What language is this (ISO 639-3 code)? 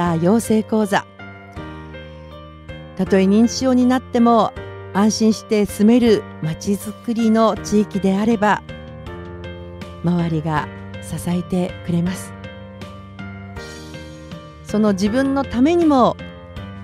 jpn